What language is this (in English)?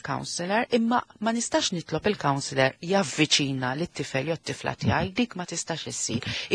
Maltese